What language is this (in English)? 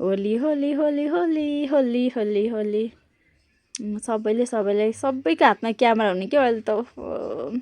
Nepali